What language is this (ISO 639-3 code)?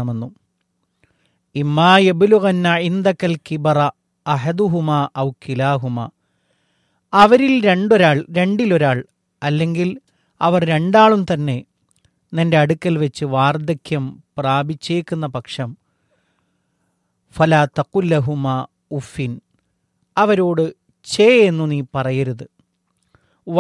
mal